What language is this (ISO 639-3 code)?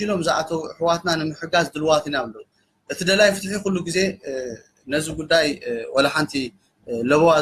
tir